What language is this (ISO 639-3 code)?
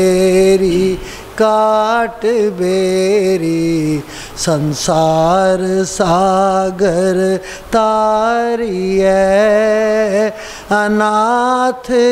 pan